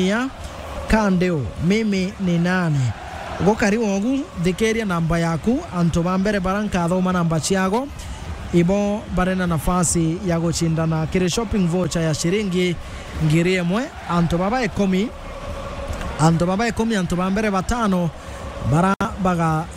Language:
Meru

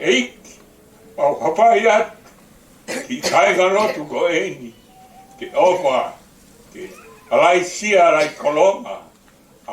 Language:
Tongan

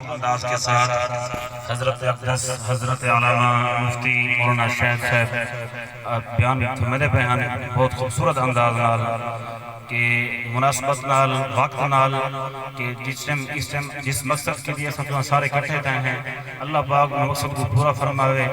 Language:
Saraiki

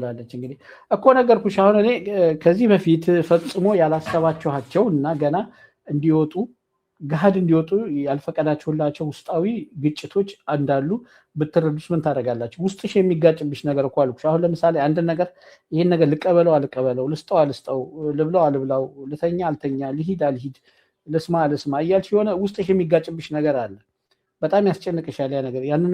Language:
Amharic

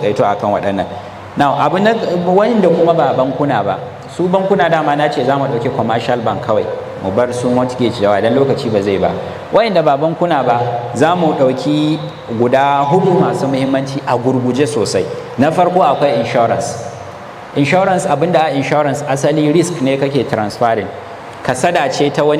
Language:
Hausa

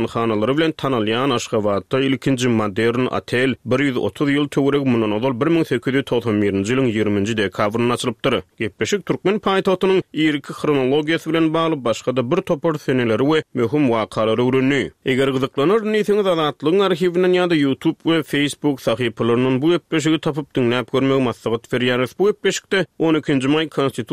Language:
Turkmen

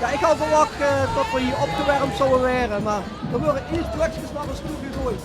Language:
Limburgish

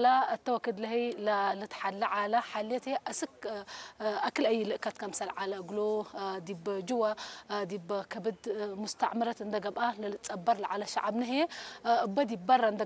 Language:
Tigrinya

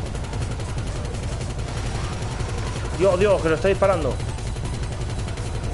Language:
Spanish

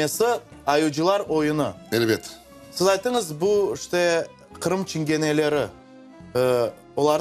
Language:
Crimean Tatar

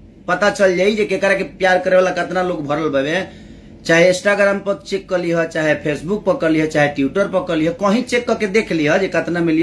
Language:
Bhojpuri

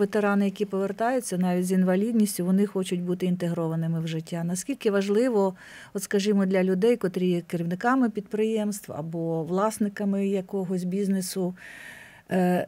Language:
Ukrainian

